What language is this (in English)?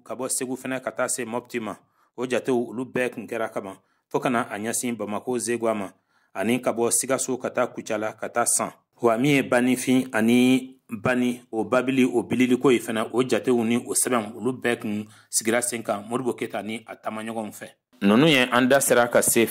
Bambara